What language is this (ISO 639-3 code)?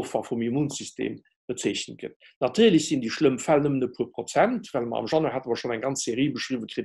ltz